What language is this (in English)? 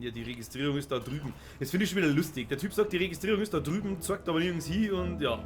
Bavarian